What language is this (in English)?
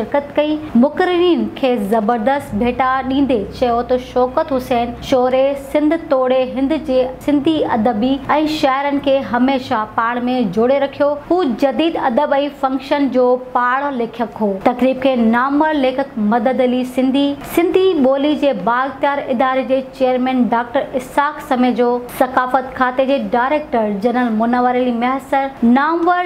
Sindhi